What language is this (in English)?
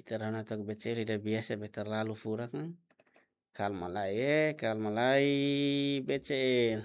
Tetum